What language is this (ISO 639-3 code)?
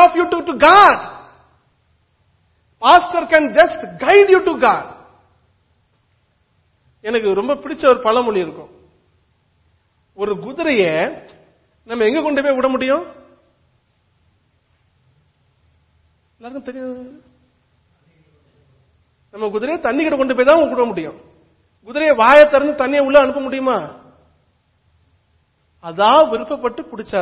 tam